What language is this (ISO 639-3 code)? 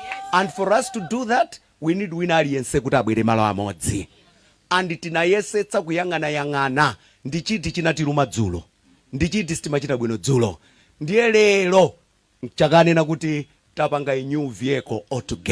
nya